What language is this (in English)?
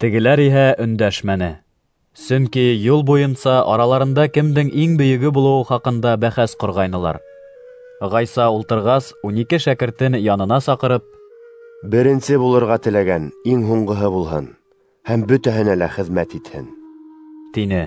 Bashkir